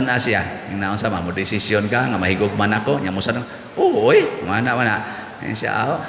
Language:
Cebuano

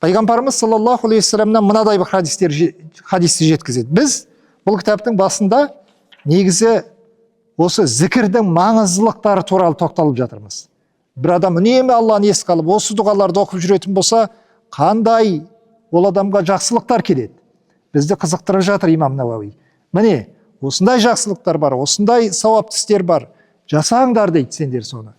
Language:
Kazakh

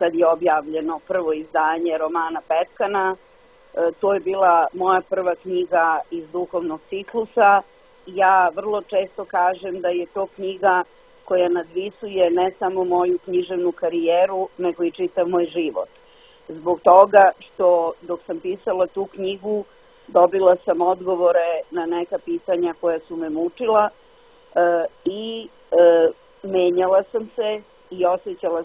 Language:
Serbian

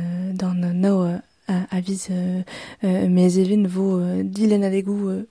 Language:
Breton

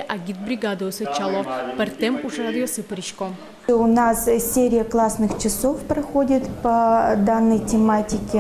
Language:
Udmurt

